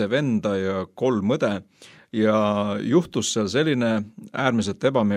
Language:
Estonian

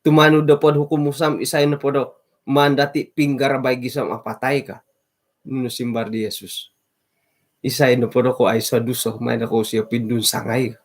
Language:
Central Dusun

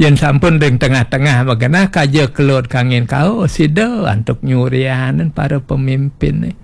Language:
Balinese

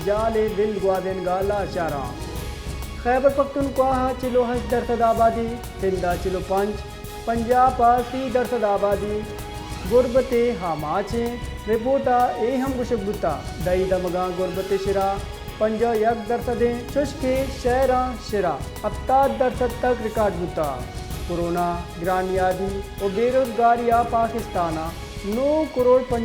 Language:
Baluchi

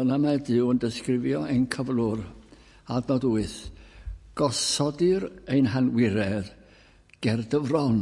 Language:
Welsh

